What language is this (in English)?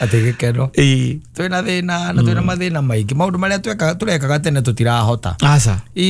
Kikuyu